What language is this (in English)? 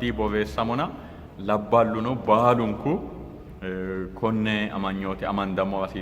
Sidamo